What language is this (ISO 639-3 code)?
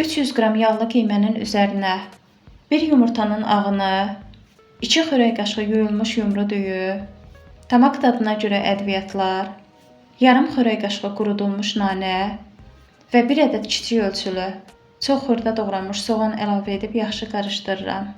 aze